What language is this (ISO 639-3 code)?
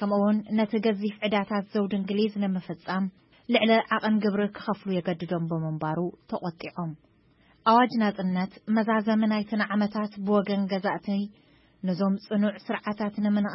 tir